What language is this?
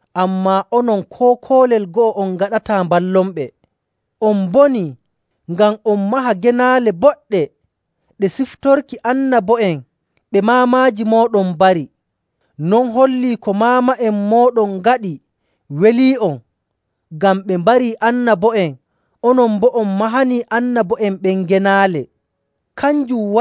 Nigerian Fulfulde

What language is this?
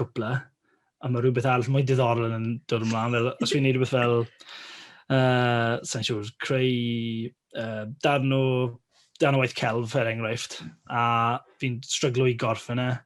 Welsh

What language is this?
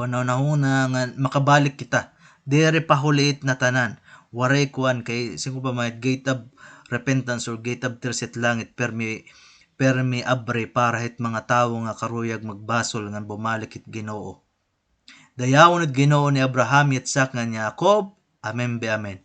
Waray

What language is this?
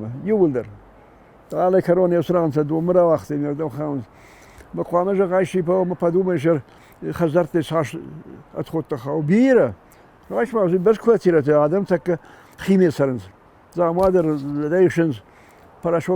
Ossetic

